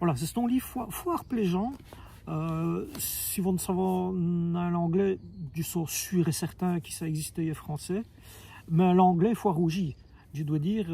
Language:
Walloon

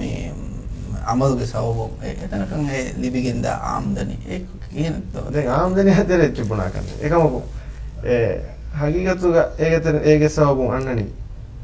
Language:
Divehi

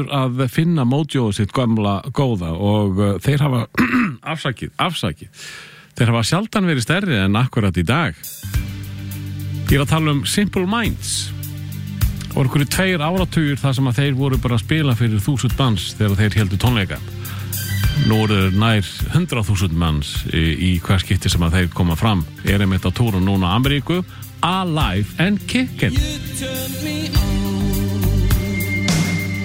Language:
Icelandic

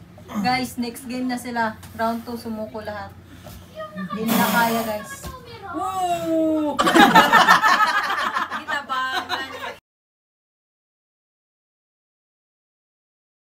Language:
Filipino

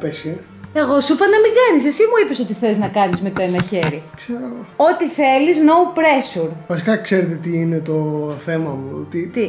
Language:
Greek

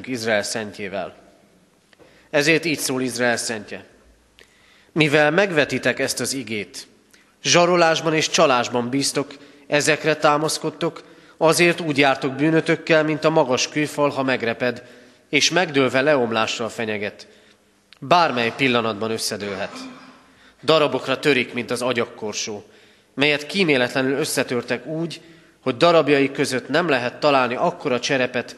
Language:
Hungarian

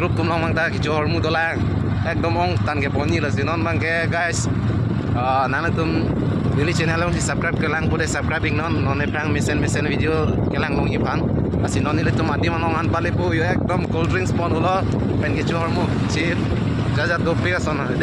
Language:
Karbi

